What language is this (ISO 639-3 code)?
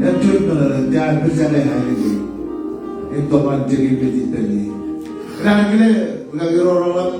mah